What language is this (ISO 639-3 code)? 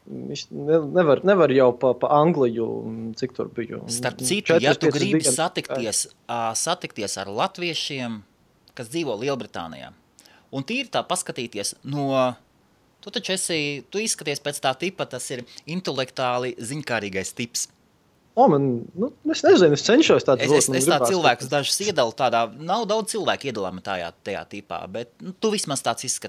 lav